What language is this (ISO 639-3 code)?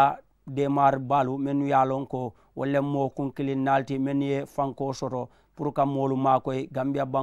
man